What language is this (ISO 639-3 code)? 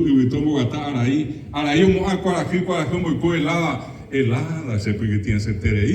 grn